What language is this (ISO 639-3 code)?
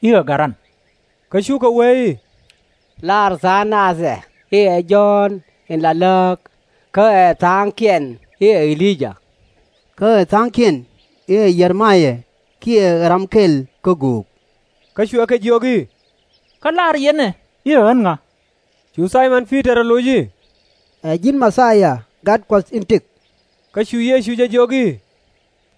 nus